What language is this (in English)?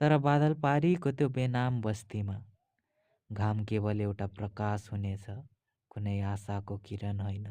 Nepali